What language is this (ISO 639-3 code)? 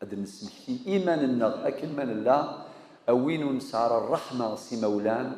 kab